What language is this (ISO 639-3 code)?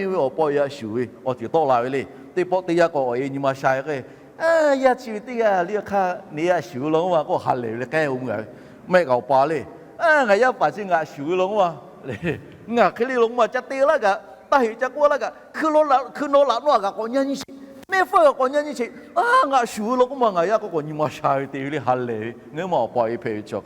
lhu